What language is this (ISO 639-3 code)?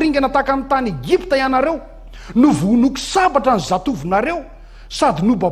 mlg